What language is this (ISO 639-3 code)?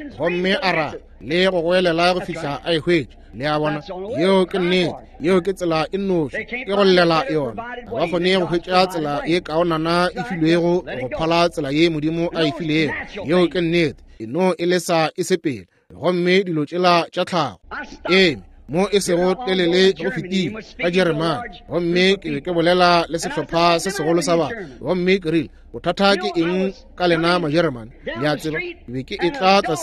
nso